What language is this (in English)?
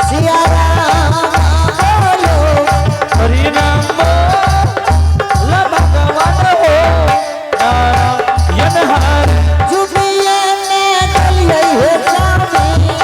Angika